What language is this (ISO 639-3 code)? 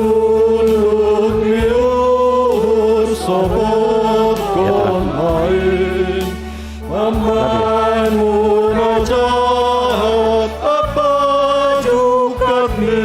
bts